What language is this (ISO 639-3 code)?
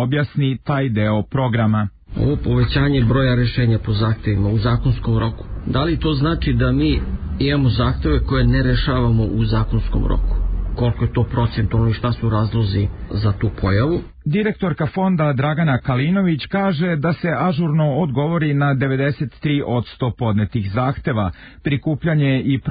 srp